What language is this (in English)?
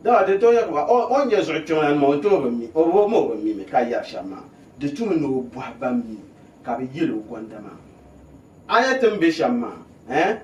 Dagbani